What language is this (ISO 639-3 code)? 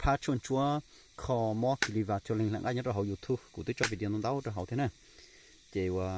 hmn